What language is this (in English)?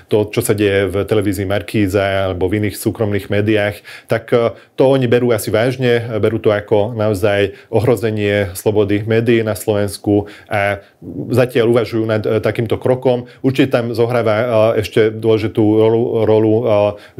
Slovak